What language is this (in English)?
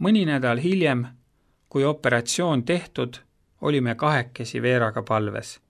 Estonian